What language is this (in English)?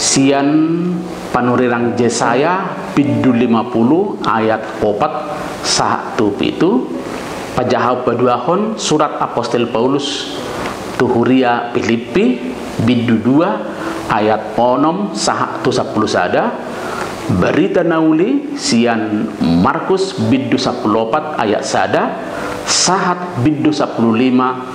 Batak Toba